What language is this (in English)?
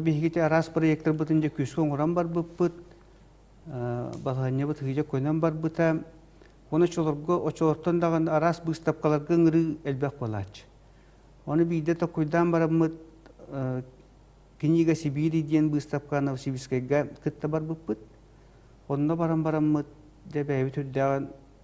Yakut